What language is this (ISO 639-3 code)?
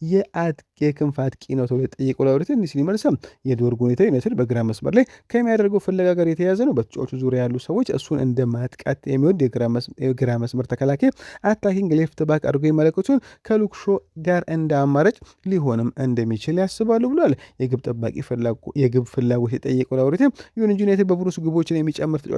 amh